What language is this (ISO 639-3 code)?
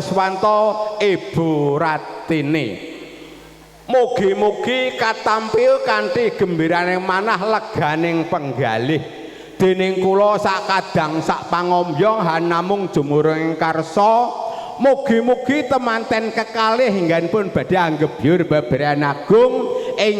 jav